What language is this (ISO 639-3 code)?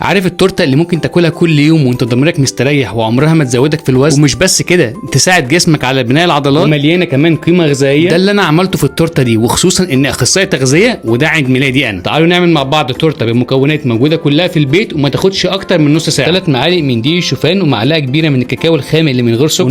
arz